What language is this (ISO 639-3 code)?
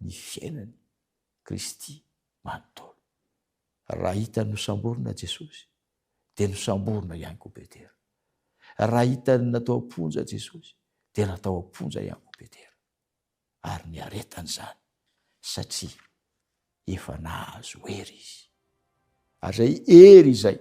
mlg